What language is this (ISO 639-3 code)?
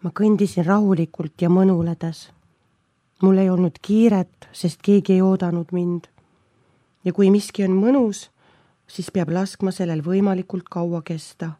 est